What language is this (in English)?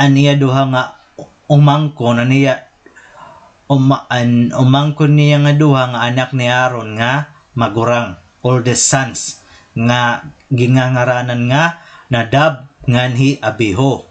Waray